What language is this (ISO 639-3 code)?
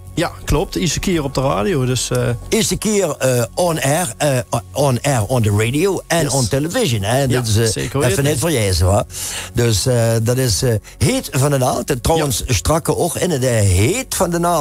lim